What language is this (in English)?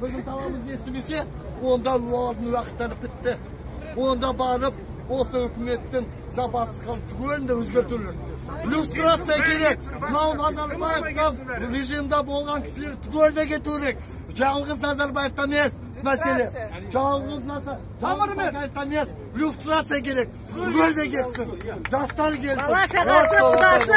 Kazakh